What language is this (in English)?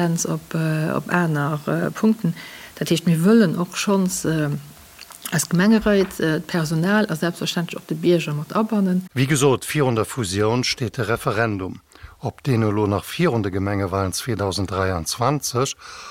Luxembourgish